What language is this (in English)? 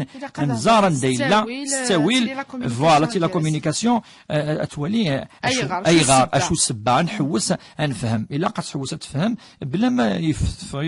Kabyle